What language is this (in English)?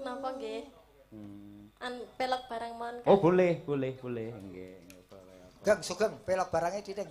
Javanese